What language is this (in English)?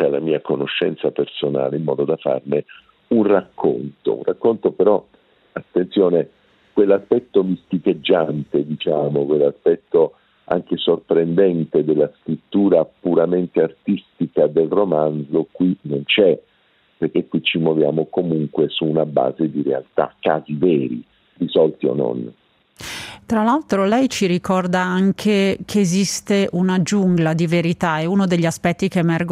Italian